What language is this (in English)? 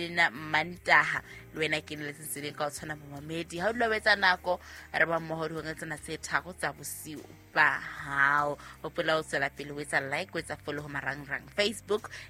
Southern Sotho